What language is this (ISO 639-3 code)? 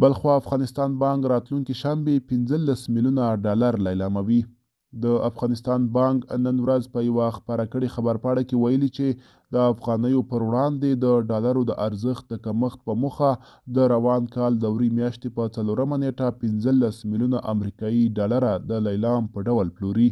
pus